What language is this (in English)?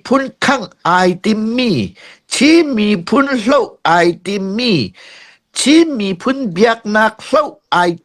Hakha Chin